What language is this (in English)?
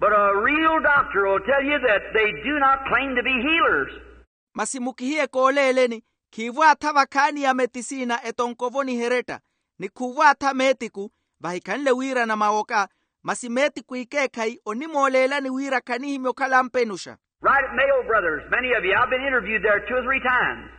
Makhuwa